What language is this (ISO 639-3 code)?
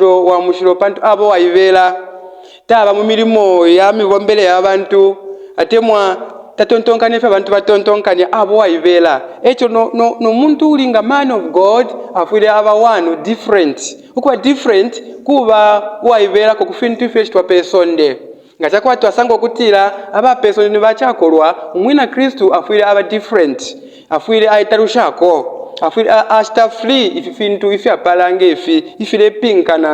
bem